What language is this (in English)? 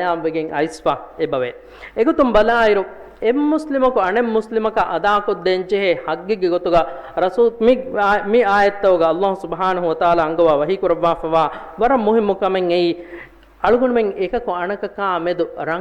Divehi